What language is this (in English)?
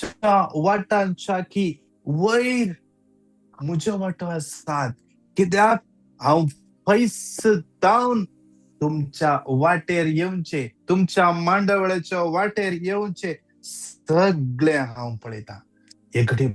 Konkani